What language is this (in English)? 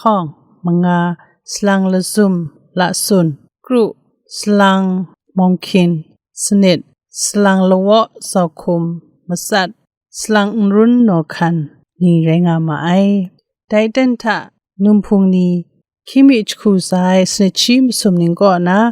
Kachin